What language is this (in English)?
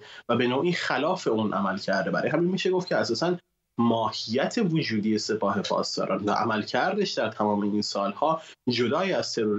Persian